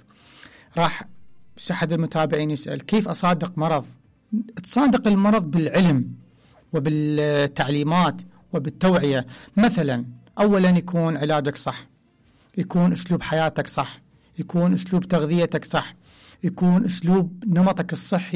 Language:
Mesopotamian Arabic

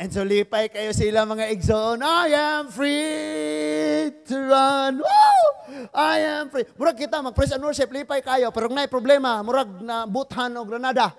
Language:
Cebuano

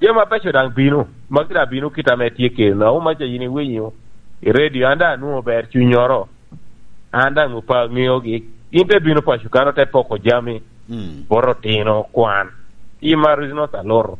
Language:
Lango (Uganda)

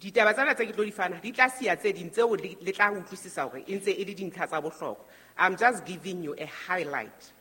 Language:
Southern Sotho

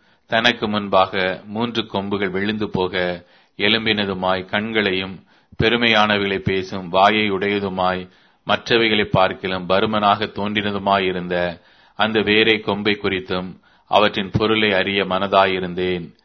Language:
Tamil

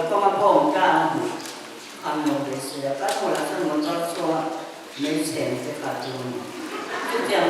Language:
Mizo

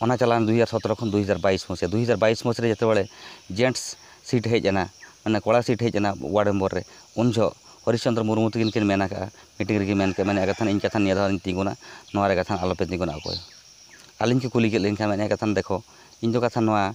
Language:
Santali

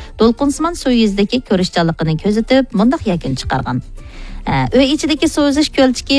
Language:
Uyghur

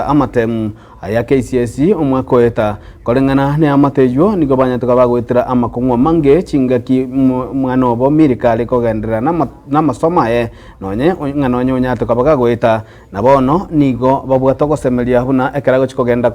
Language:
Gusii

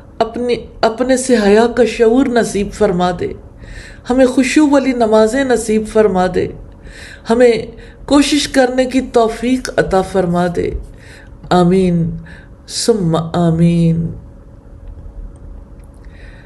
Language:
Urdu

